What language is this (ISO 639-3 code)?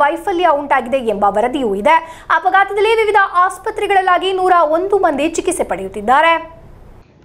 kan